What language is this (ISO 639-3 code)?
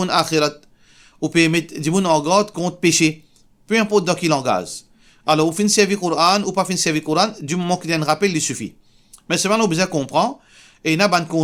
mfe